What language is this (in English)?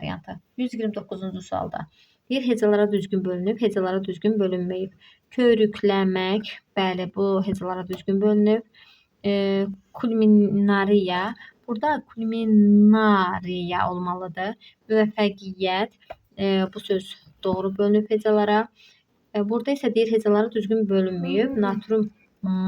Azerbaijani